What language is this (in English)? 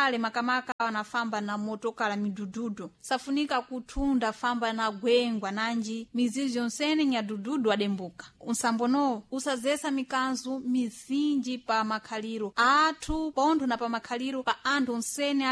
Sena